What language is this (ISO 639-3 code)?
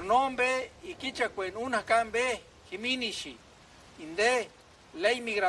tsz